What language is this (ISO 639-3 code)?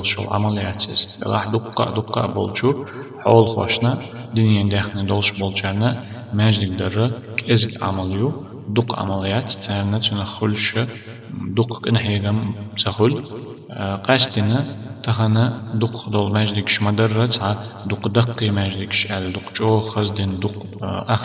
che